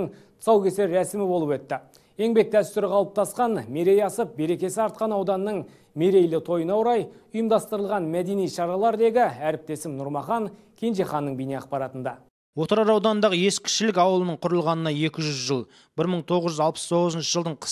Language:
Kazakh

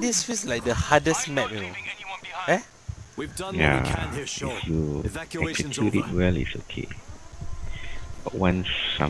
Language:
English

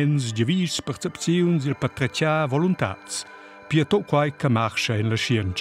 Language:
Romansh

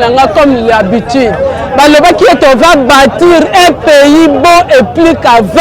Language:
Lingala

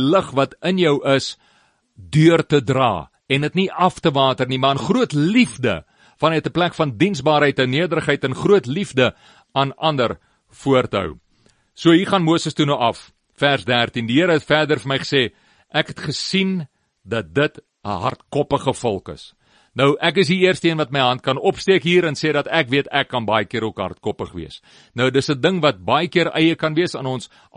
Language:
Afrikaans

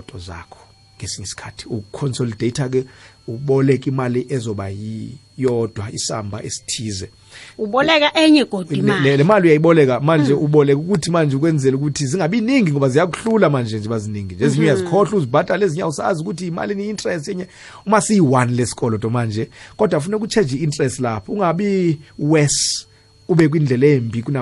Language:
South Ndebele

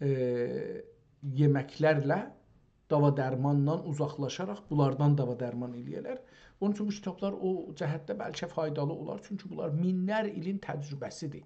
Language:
South Azerbaijani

